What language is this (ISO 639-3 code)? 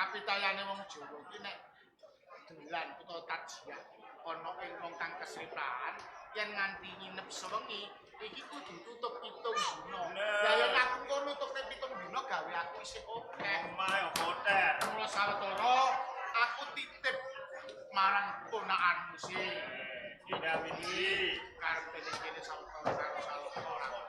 jav